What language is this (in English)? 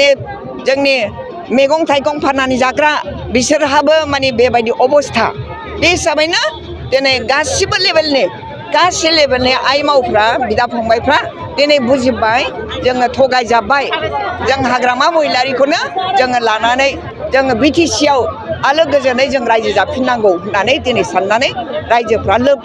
Bodo